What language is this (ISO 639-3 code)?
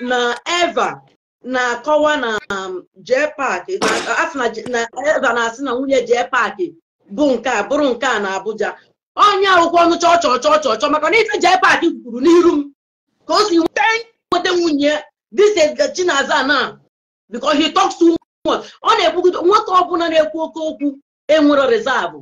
ibo